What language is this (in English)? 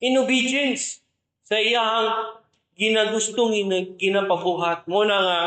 Cebuano